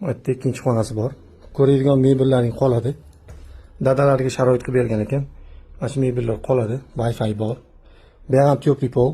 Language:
Uzbek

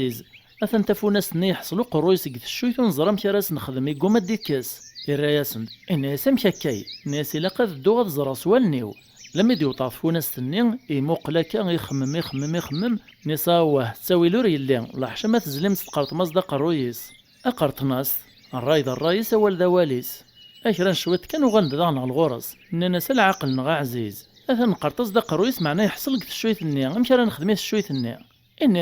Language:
Kabyle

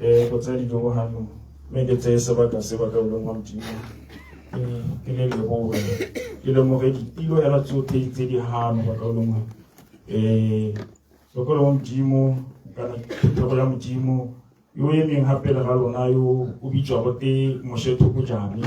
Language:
Tswana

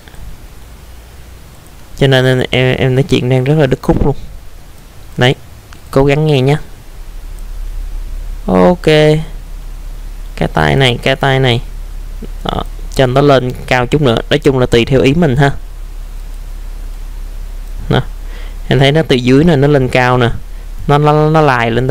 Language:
Vietnamese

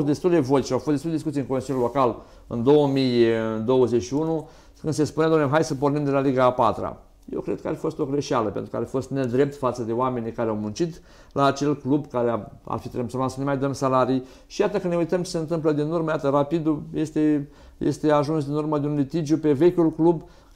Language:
Romanian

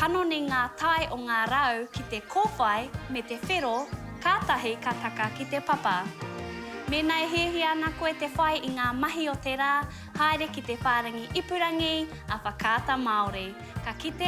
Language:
Māori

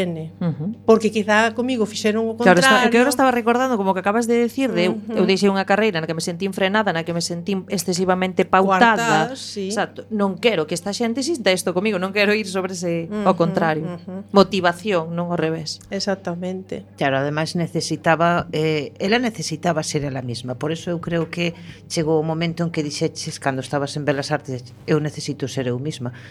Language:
Galician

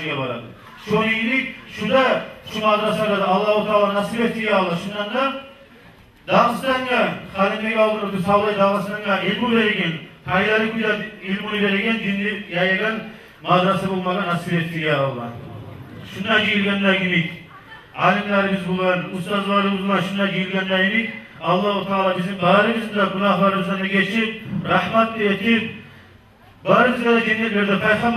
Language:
Kumyk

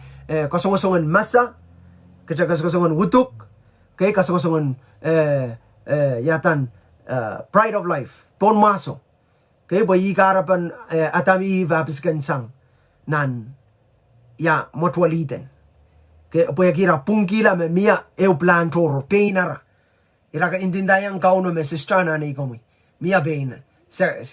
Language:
Pohnpeian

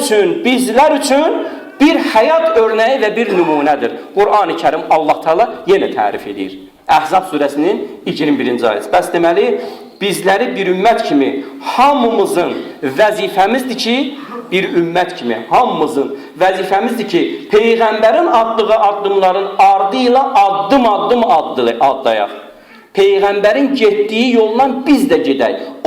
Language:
Azerbaijani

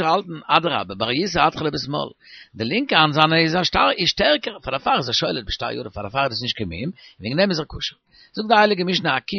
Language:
Yiddish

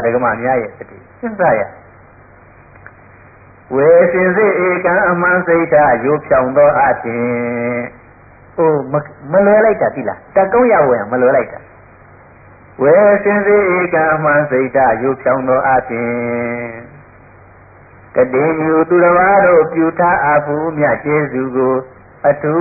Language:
Burmese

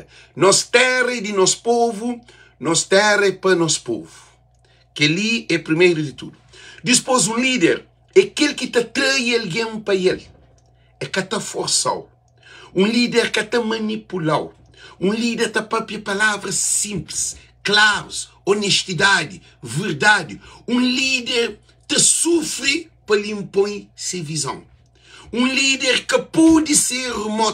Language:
Kabuverdianu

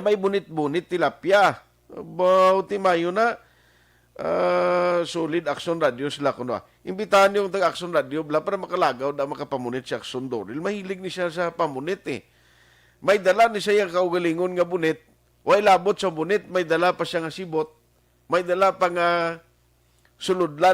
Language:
Hiligaynon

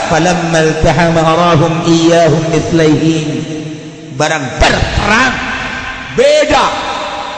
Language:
Sundanese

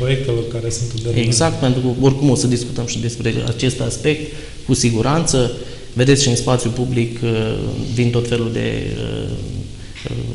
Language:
Romanian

